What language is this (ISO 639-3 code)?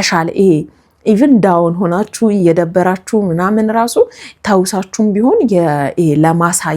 amh